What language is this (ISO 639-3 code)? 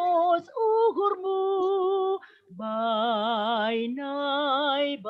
bts